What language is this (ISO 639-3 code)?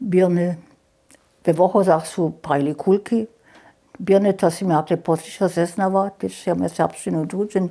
hsb